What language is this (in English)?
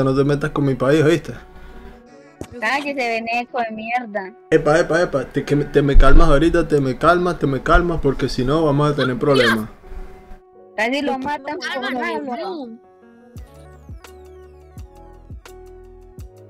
Spanish